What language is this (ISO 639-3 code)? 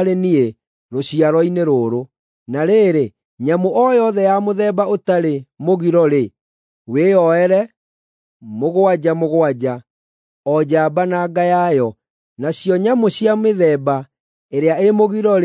kik